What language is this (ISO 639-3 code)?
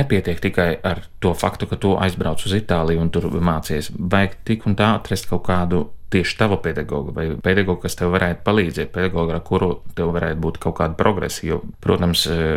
lav